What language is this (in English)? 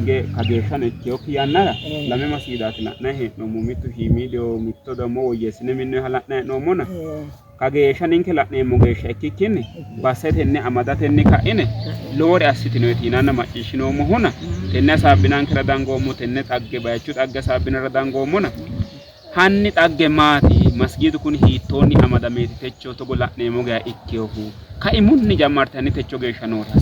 Sidamo